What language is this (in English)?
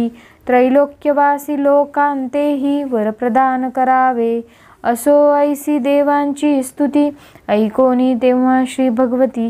Marathi